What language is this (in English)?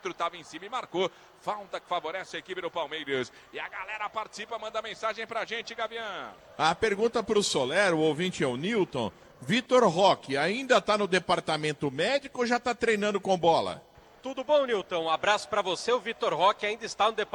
Portuguese